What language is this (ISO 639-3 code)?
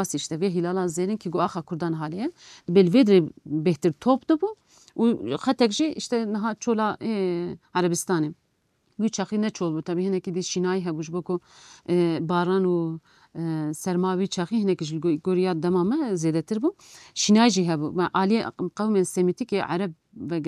kur